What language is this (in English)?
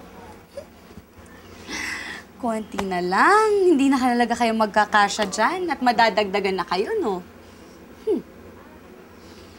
Filipino